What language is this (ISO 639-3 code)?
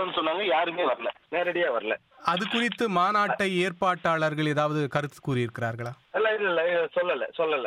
tam